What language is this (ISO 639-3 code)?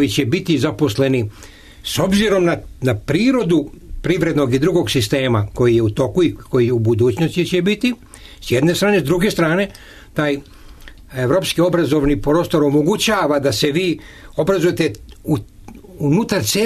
srp